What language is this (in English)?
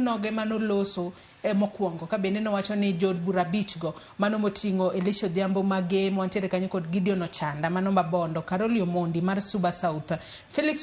Luo (Kenya and Tanzania)